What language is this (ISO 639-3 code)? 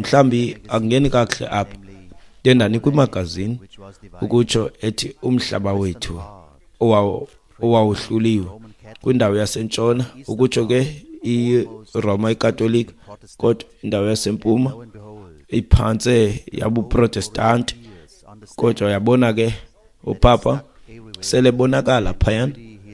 xho